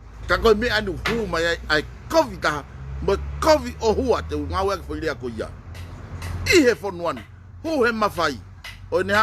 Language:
Tongan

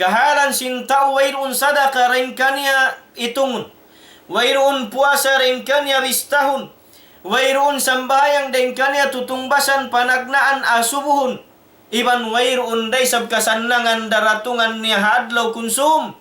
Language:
Tausug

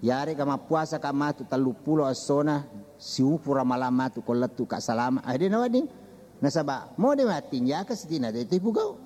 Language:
Buginese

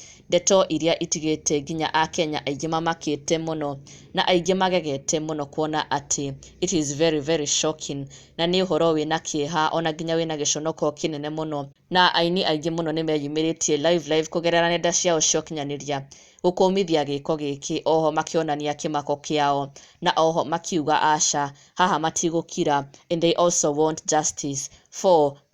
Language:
Kikuyu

